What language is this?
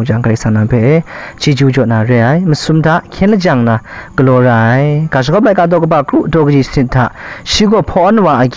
Kachin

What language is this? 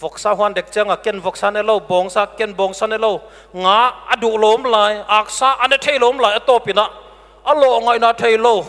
Paite Chin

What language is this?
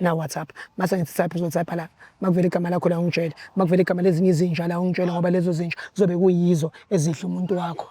Zulu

